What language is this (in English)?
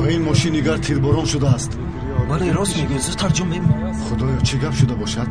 Tajik